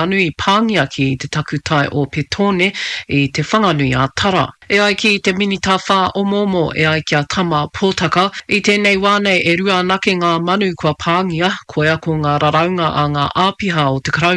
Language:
Māori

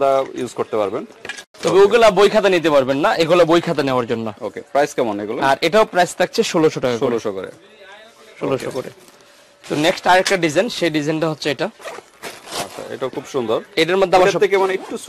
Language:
Bangla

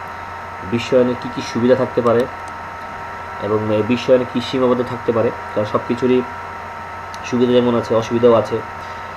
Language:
Bangla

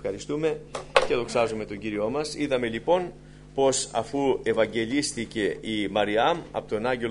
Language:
Greek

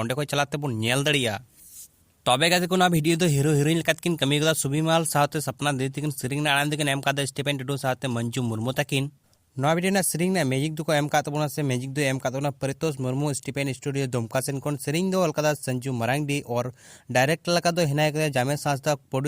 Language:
Santali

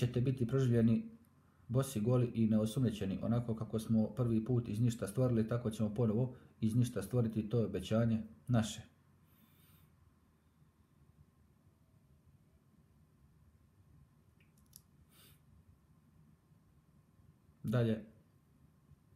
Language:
Bosnian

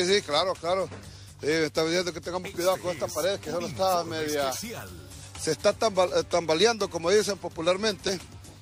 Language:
Spanish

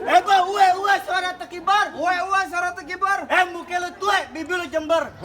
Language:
Betawi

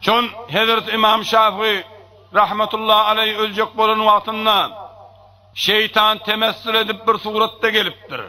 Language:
Turkmen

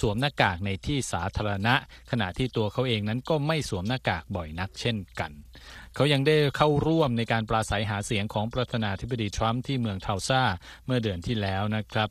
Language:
Thai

